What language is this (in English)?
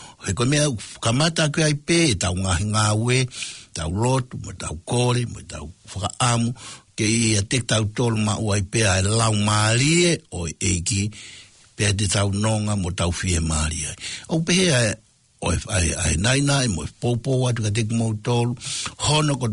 Tongan